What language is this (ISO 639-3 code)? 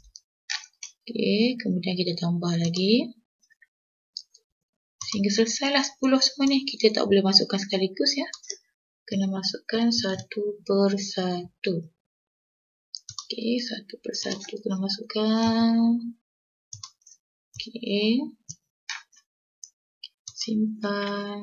msa